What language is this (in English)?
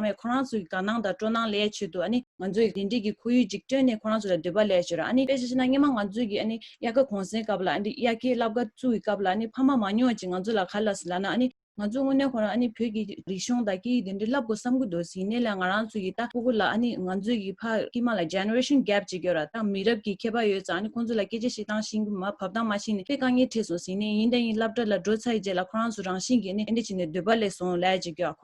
Tibetan